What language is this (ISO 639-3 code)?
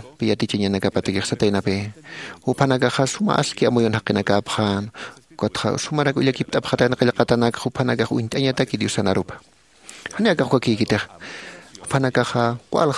aym